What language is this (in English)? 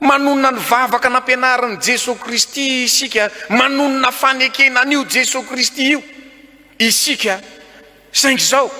Malagasy